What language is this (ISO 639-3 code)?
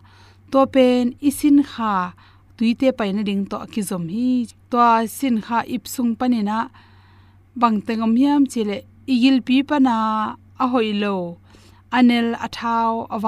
ctd